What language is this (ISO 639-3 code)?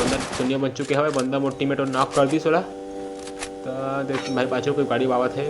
hne